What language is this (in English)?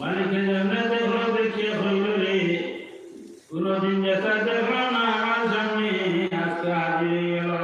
Sylheti